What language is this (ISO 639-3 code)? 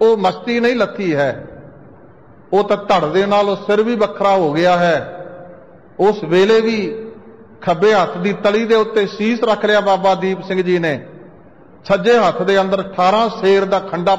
pan